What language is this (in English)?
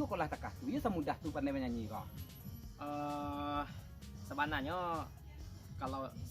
Minangkabau